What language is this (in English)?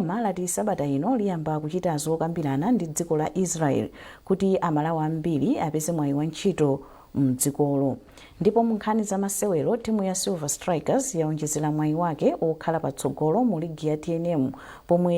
Nyanja